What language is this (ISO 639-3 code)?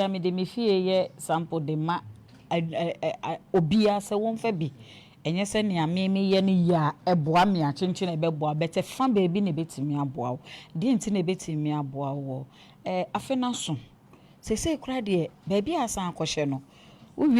aka